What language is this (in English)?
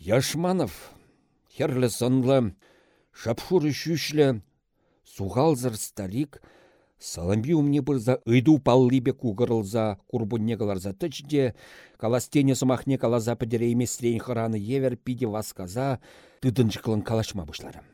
Chuvash